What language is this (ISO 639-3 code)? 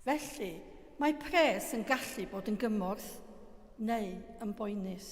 cym